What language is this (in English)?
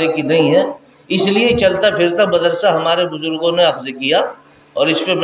Urdu